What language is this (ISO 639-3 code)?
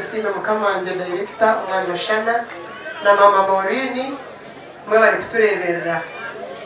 nyn